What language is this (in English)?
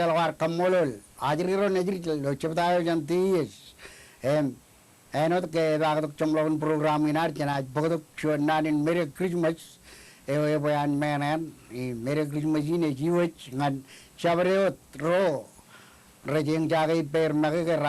Marshallese